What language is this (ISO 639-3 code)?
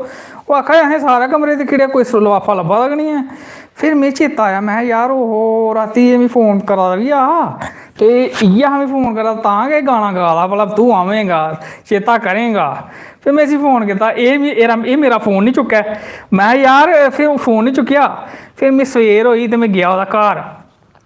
doi